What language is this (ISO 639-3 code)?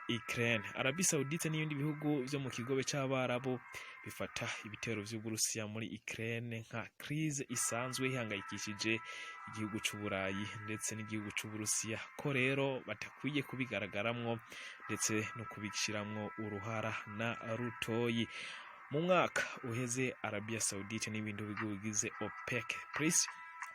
run